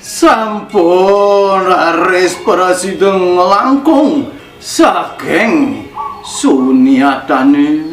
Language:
Balinese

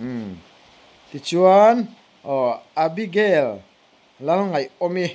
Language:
Mizo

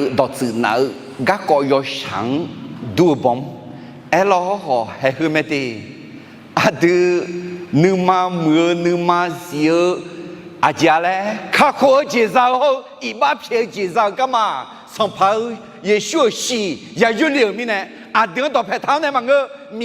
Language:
Akha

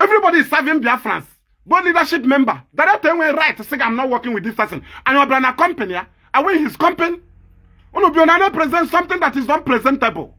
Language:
Igbo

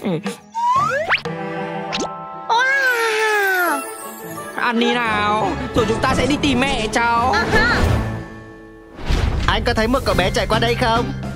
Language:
Vietnamese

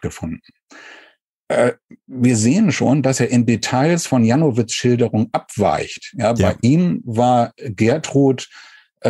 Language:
German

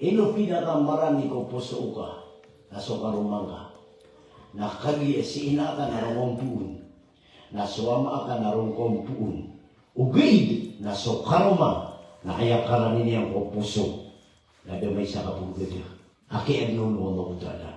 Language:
Maranao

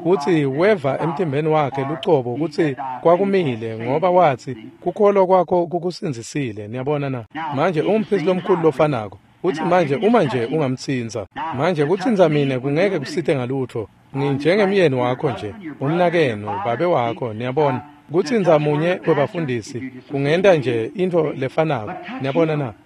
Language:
Swati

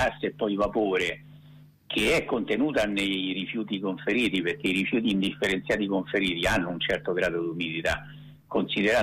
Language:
Italian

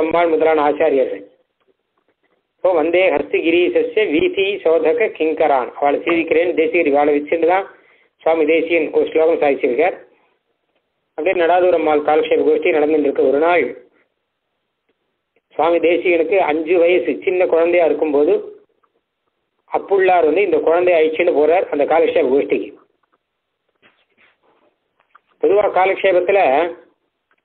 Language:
Tamil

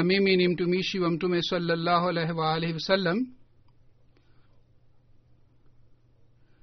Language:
Swahili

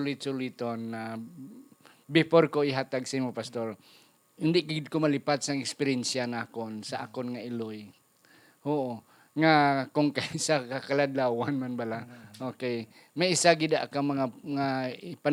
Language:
Hiligaynon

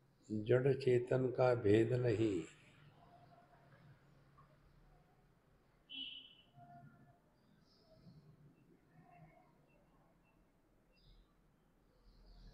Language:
Hindi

